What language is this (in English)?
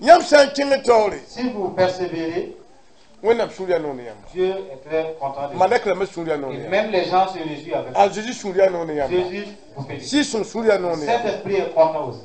Mossi